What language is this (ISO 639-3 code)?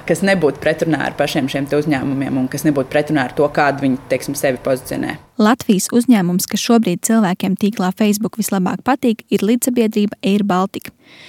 lav